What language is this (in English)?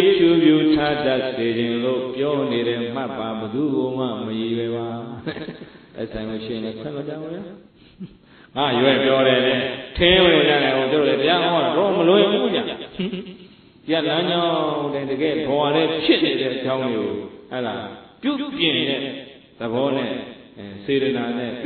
Burmese